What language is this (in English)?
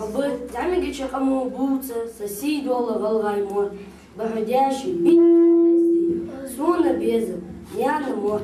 Ingush